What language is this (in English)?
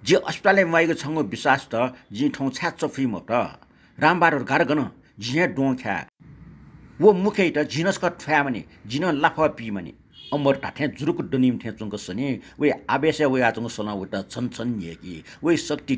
Newari